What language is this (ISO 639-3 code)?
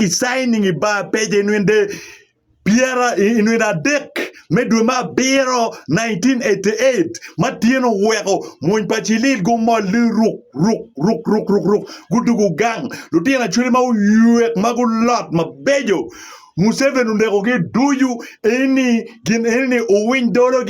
ach